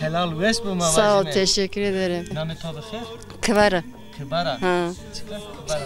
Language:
Zaza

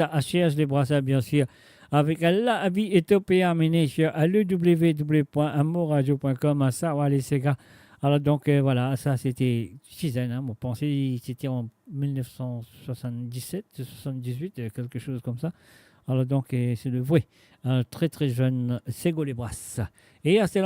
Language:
Morisyen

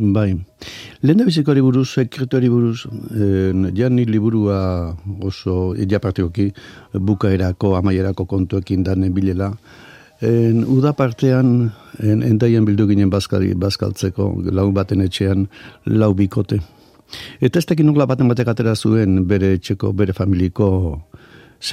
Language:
Basque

